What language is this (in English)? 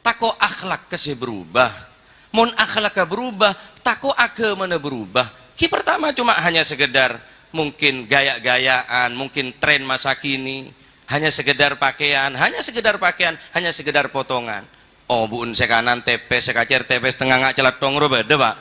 Madurese